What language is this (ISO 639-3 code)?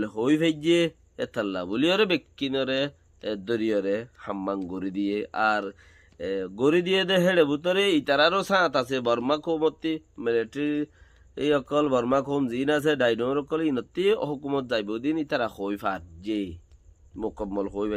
rhg